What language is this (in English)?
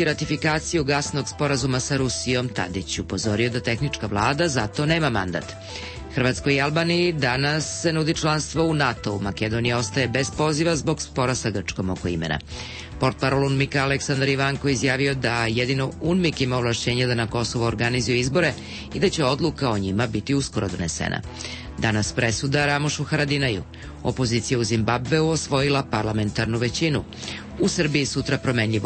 Serbian